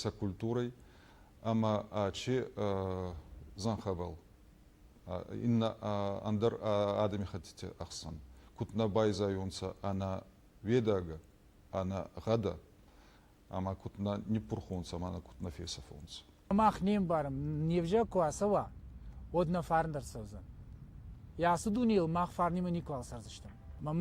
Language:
Ossetic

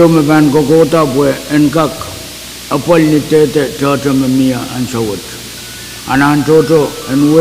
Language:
Pohnpeian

